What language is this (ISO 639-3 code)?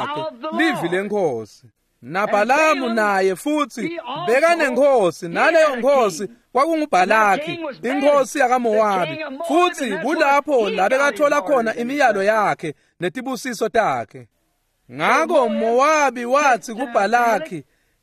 ssw